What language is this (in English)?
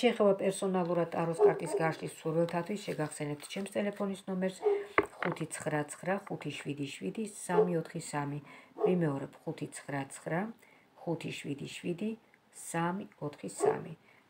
Georgian